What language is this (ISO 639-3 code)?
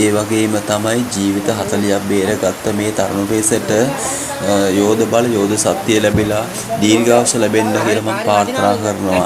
sin